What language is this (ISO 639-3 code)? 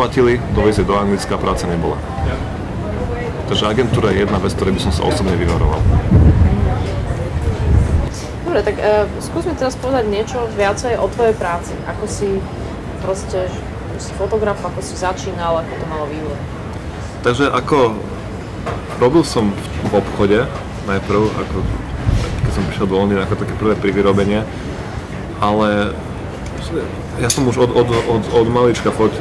slk